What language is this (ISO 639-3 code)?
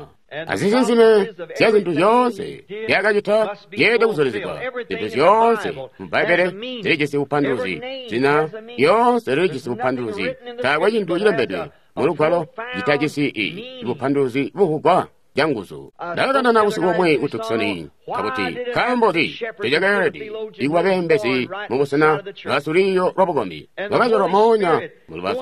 toi